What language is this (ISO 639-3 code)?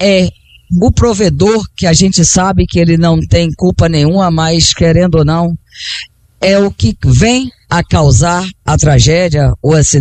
por